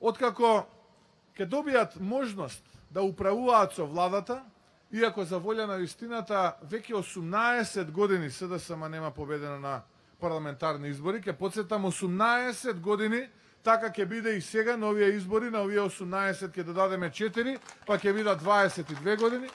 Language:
Macedonian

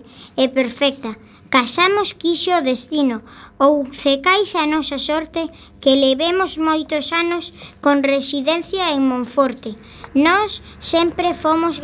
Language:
Galician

